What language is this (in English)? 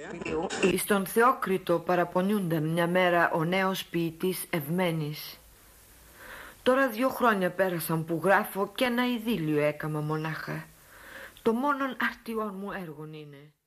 Greek